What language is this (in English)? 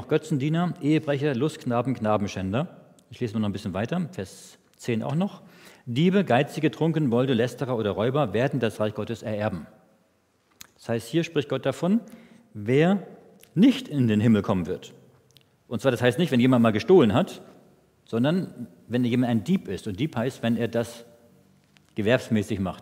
German